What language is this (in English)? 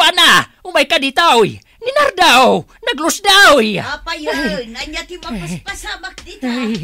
Iloko